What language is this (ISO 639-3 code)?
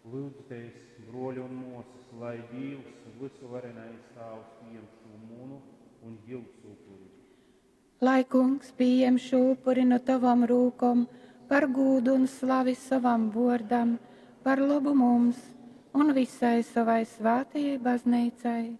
ltg